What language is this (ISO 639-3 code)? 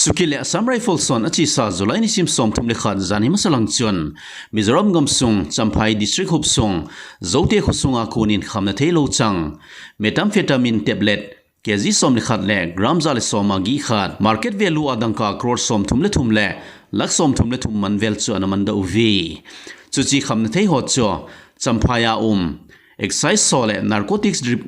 tcz